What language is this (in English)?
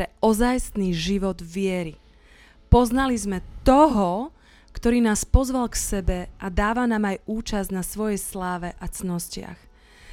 Slovak